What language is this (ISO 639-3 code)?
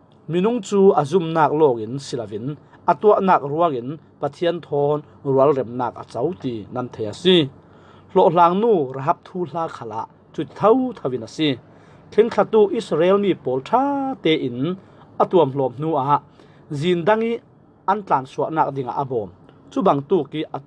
cfm